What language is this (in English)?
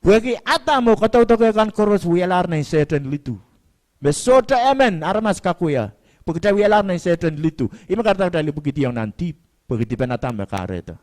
Pohnpeian